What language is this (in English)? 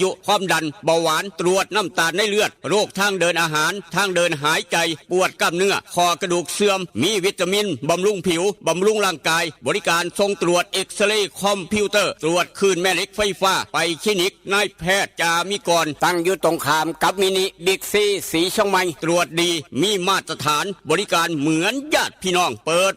Northeastern Thai